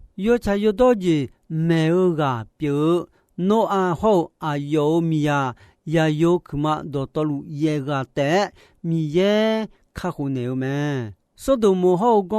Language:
Akha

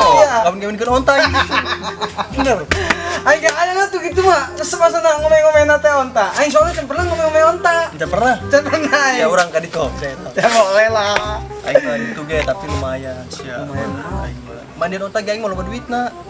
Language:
Sundanese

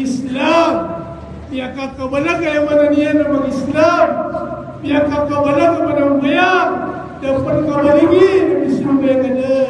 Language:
Maranao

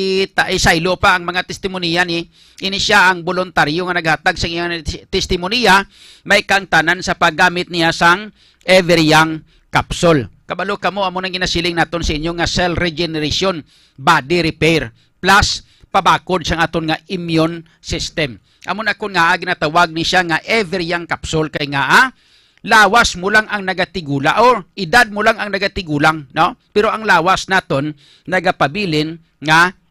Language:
Hiligaynon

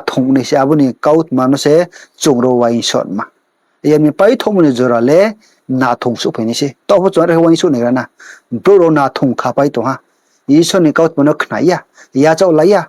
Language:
Riang (India)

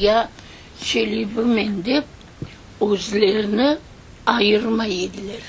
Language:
Crimean Tatar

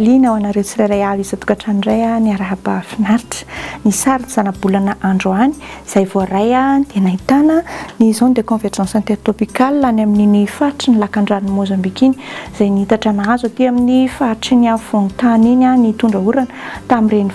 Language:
Malagasy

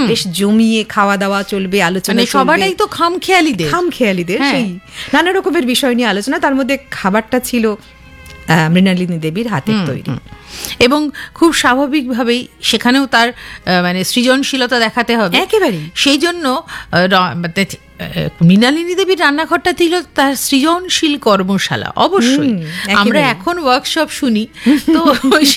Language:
Bangla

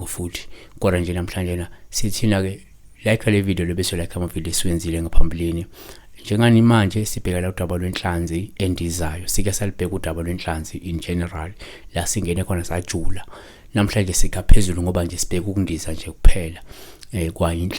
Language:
Zulu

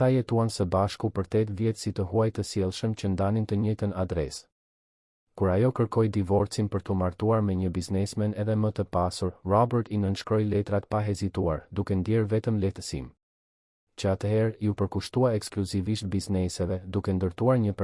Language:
Albanian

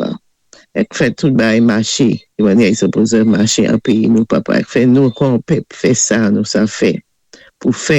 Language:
Saint Lucian Creole French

